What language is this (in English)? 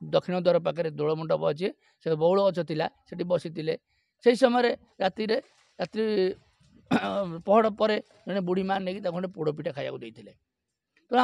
Odia